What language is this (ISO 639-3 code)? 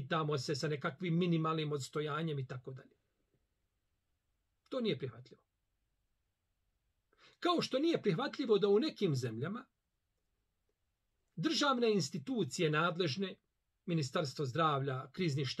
bos